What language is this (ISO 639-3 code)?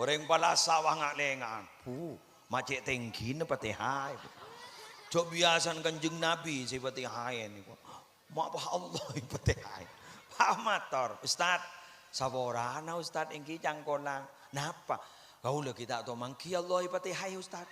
mad